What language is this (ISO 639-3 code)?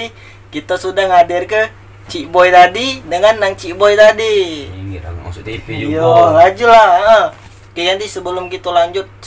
mui